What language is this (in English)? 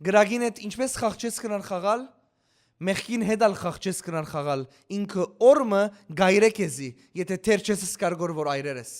Western Armenian